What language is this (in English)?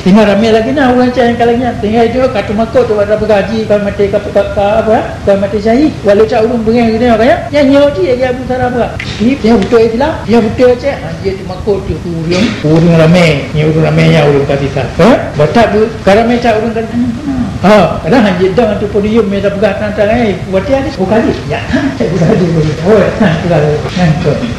Achinese